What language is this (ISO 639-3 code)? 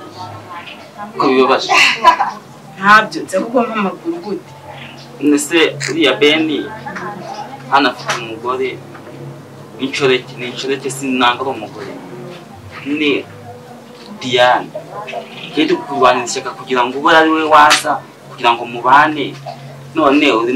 kin